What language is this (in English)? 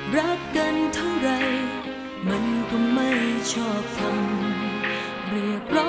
Thai